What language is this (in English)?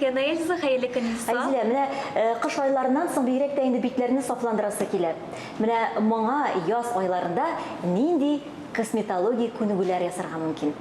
Tatar